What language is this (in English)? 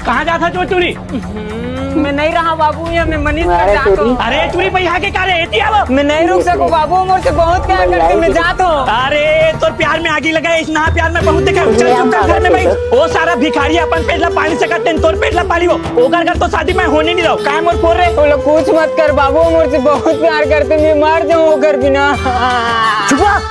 Chhattisgarhi